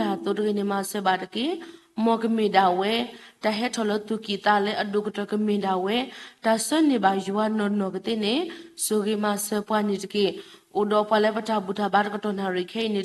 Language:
S'gaw Karen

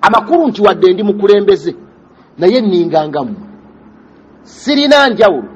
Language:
Ganda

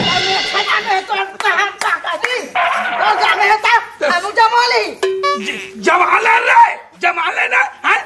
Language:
Chhattisgarhi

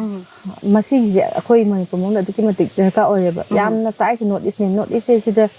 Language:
Manipuri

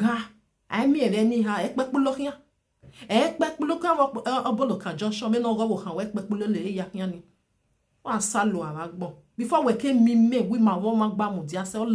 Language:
Nigerian Pidgin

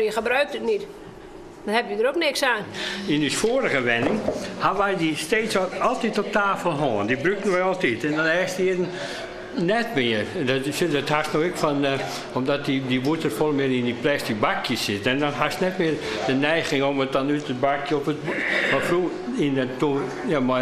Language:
Western Frisian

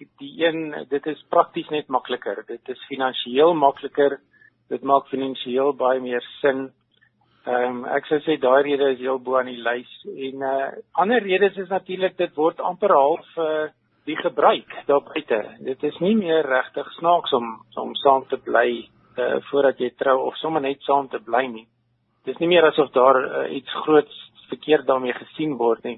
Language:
Afrikaans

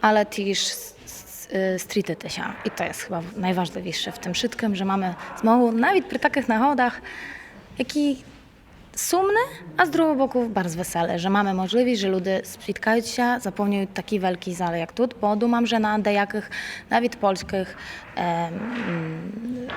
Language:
Rusyn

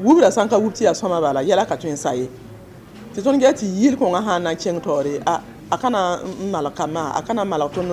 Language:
Mossi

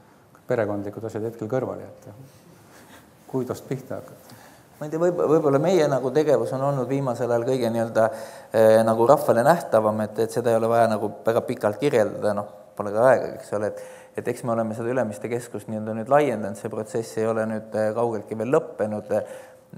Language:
Estonian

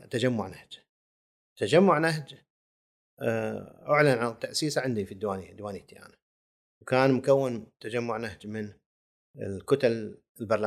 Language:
Gulf Arabic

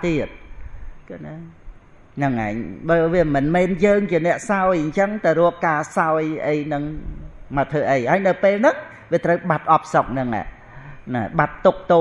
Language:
Khmer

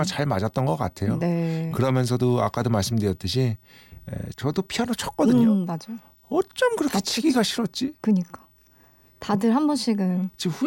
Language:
Korean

